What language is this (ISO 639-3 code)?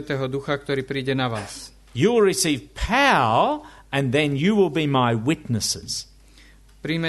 slk